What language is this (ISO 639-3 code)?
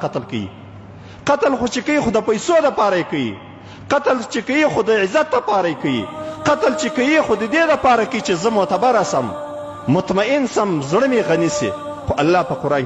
pus